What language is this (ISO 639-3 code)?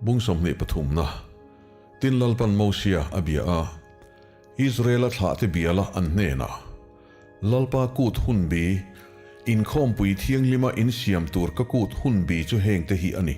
lus